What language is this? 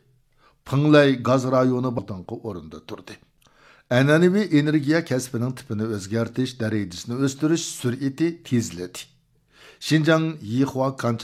Uyghur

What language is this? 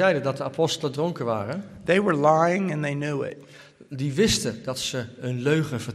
Dutch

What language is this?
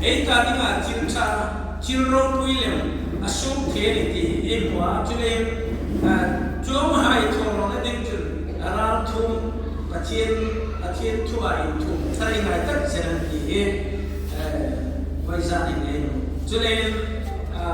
Hmar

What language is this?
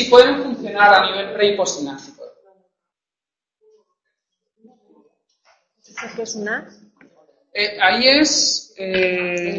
Spanish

